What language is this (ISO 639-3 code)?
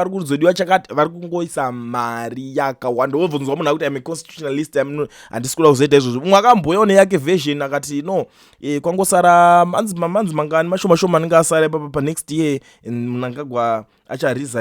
sna